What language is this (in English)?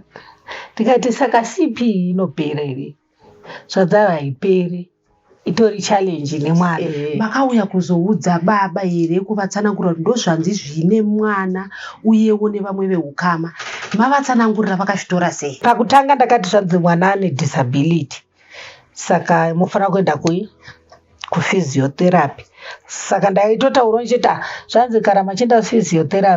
Shona